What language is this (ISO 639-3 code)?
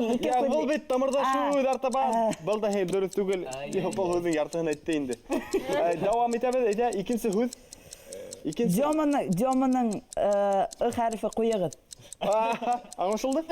bak